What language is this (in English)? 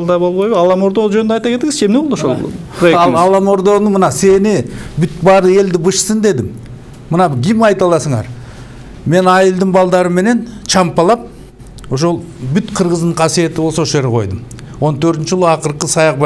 Kyrgyz